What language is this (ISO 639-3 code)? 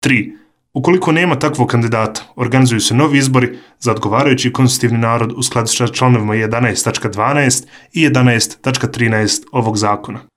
srp